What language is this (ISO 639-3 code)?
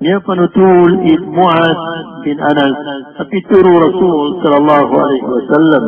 mrw